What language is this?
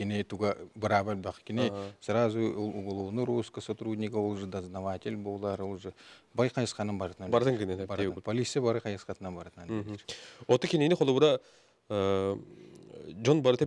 Yakut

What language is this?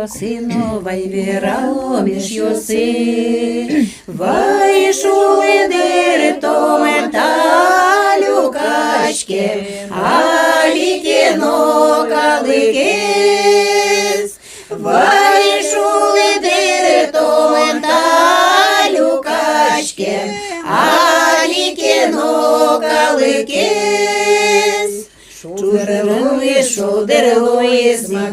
Udmurt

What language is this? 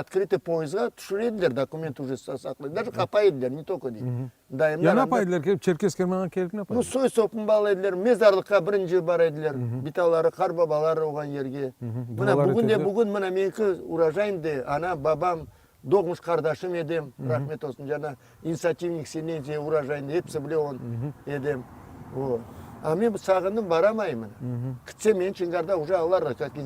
Crimean Tatar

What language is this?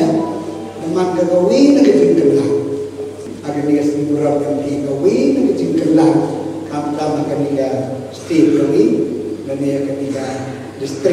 Khasi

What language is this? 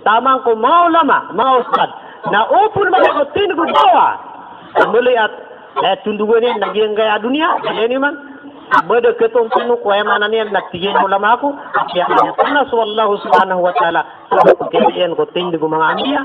Maranao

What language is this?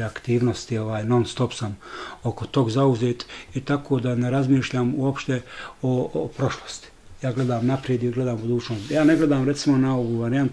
Bosnian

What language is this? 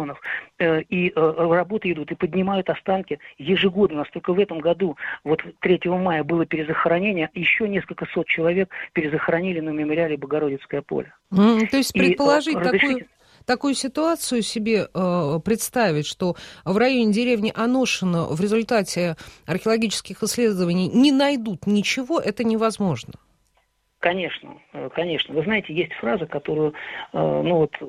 Russian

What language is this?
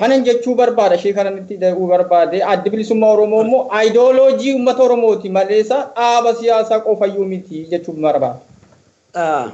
Oromo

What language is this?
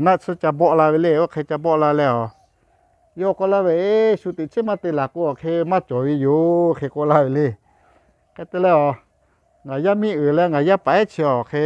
Lahu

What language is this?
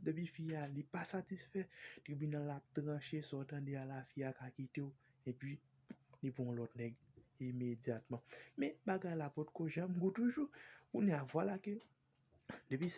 Haitian Creole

